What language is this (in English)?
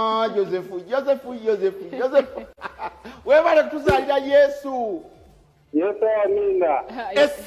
Ganda